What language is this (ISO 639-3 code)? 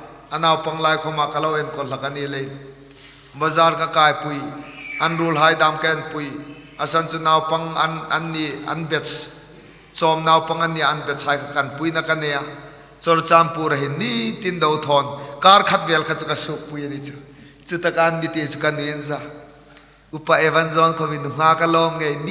hmr